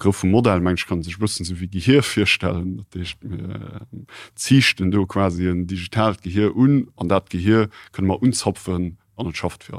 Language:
Luxembourgish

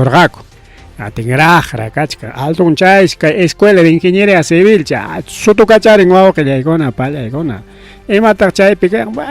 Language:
Ayacucho Quechua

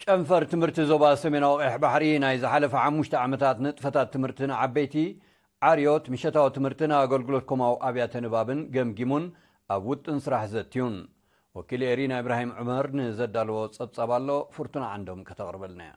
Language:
Tigrinya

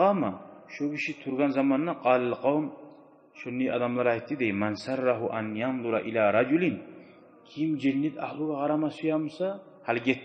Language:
Kumyk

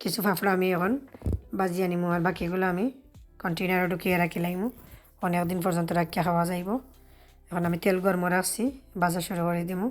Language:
Sylheti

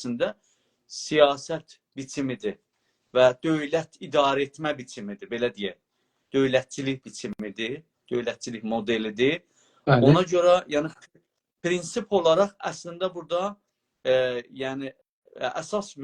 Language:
South Azerbaijani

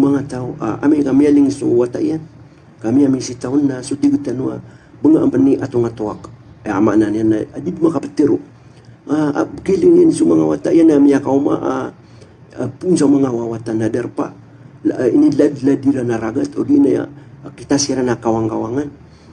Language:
Maranao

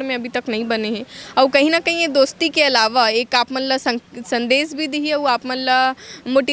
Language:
Chhattisgarhi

